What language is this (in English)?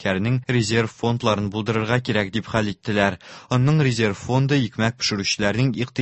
Tatar